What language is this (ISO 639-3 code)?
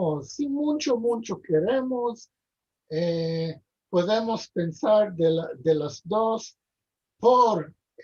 lad